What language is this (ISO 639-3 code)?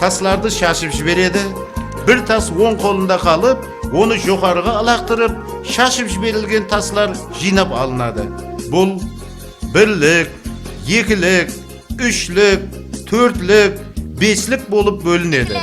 kaa